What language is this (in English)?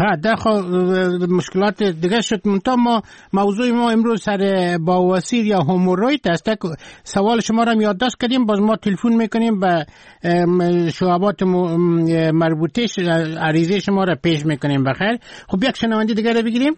Persian